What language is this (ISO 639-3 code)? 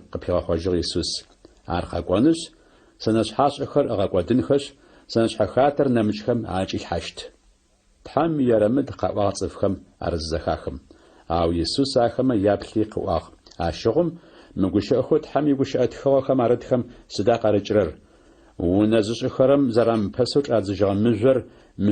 ady